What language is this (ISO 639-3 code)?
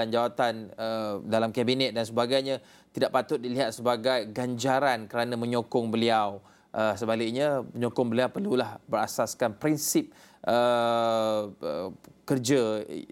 msa